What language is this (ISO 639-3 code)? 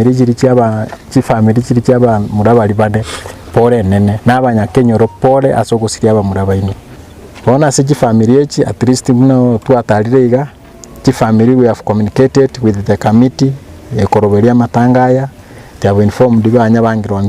guz